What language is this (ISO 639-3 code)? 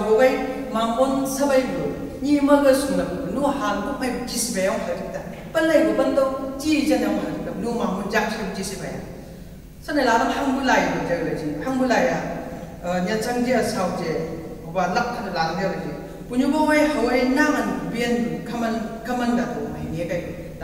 nbc